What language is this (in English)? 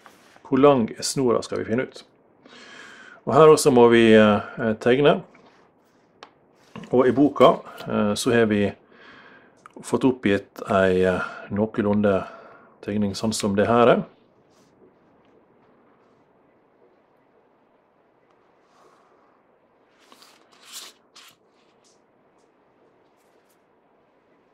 Norwegian